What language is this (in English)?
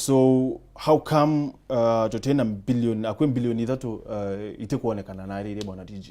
Meru